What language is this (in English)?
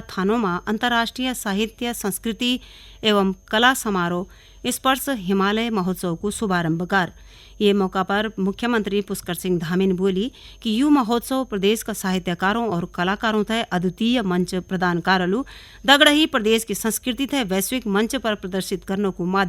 Garhwali